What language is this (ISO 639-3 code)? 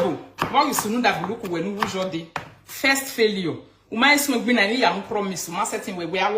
pcm